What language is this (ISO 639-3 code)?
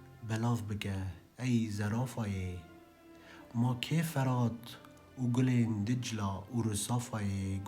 kur